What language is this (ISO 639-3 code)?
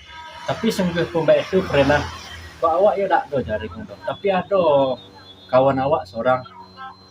min